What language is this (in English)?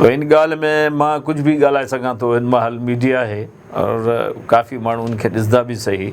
Sindhi